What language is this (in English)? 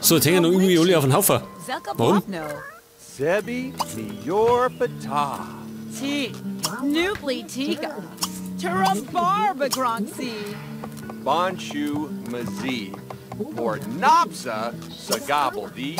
Bavarian